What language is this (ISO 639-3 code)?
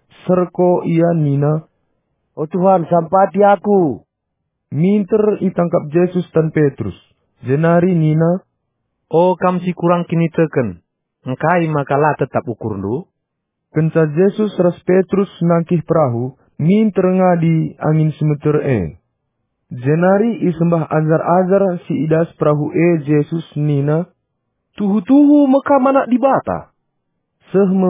btx